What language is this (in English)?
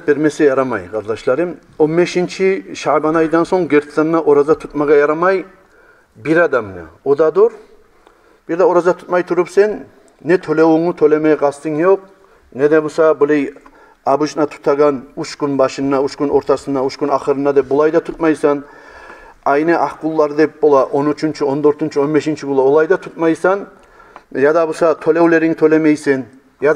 Kumyk